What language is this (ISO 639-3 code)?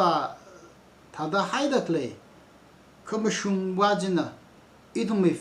nmf